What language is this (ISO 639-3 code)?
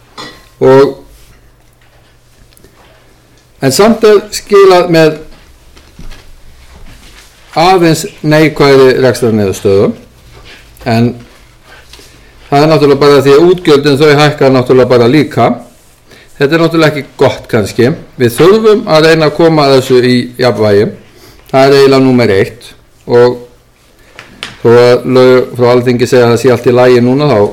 isl